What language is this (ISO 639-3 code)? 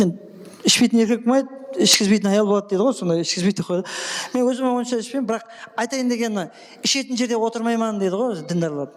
kaa